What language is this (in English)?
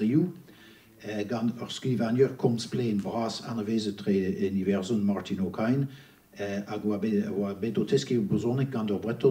Breton